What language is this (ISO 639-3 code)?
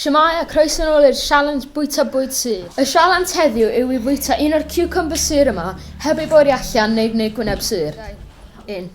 cym